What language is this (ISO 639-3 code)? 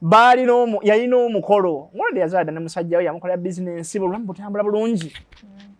lug